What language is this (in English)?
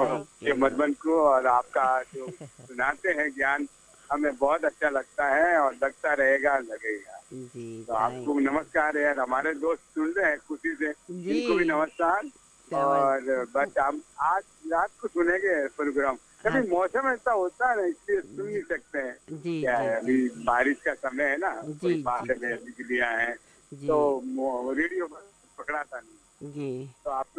Hindi